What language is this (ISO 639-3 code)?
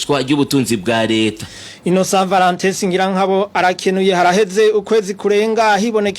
run